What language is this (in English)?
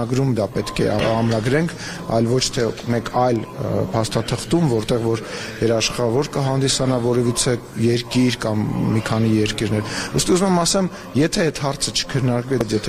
Armenian